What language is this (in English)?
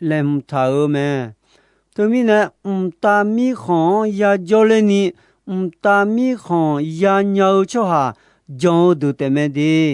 Akha